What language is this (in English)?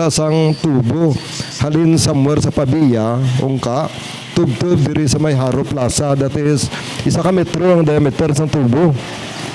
Hiligaynon